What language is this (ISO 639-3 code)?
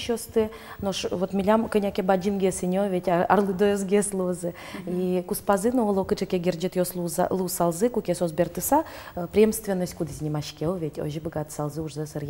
udm